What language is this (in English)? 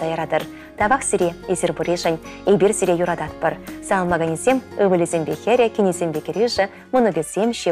Chuvash